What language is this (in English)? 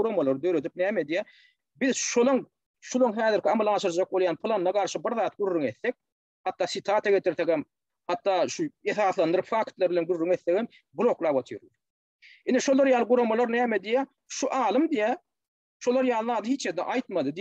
Turkmen